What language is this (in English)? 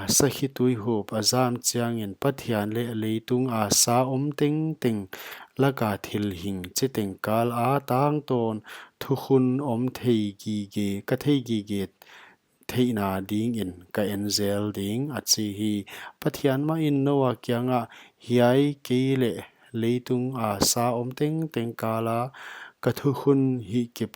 Paite Chin